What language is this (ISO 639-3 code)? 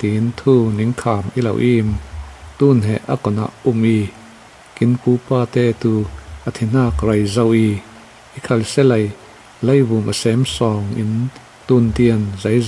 cfm